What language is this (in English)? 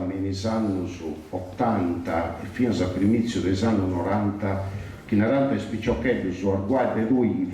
Sardinian